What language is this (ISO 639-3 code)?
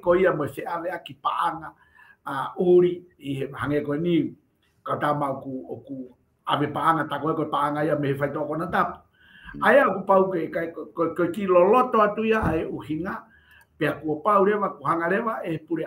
ton